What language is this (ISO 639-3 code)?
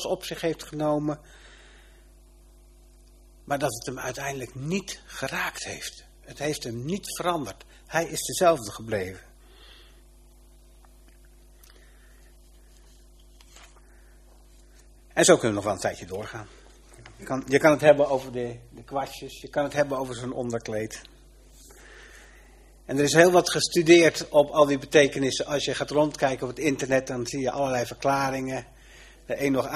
nld